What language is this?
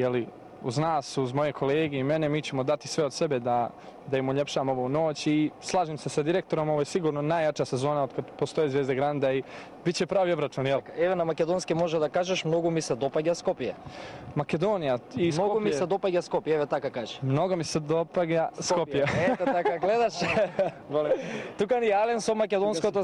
Macedonian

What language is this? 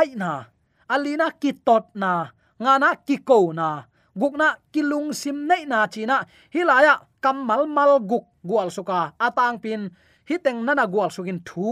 Tedim Chin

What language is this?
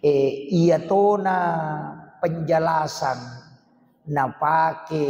Buginese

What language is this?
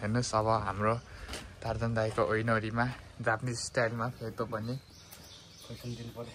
Nepali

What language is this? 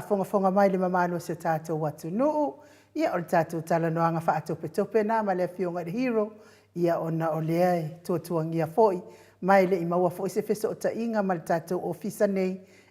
Samoan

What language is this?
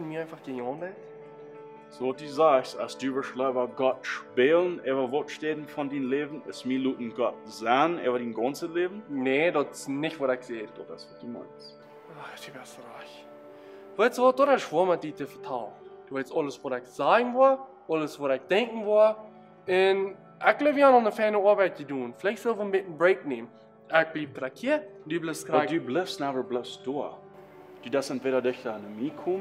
Plautdietsch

